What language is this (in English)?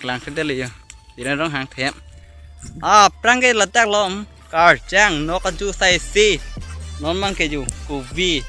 Karbi